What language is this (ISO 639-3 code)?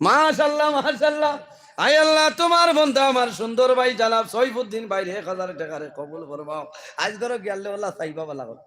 syl